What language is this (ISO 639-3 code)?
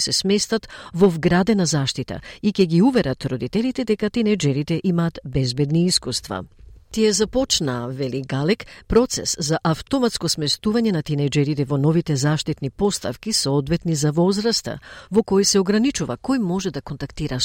mkd